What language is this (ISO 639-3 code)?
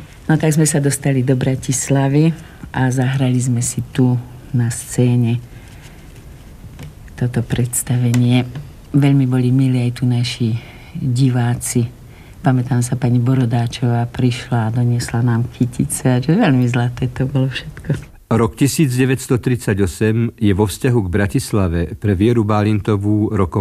slk